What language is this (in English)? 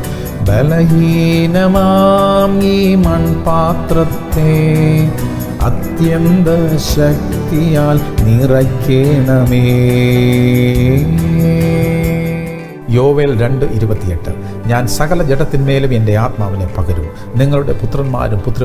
Malayalam